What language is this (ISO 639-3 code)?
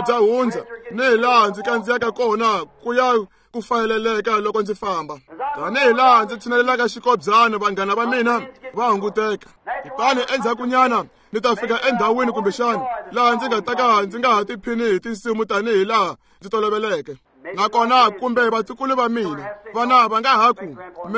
tso